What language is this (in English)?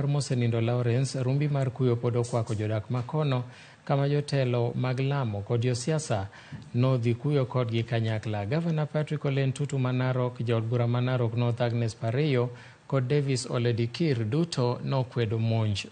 Luo (Kenya and Tanzania)